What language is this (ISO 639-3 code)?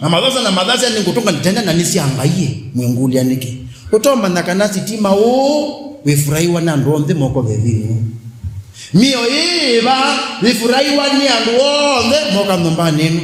kam